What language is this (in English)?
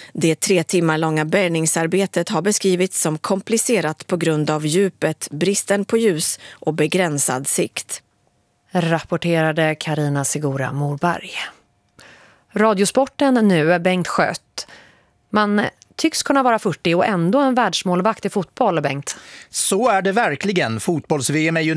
Swedish